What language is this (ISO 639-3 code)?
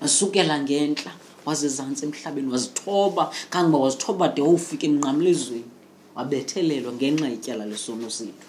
xho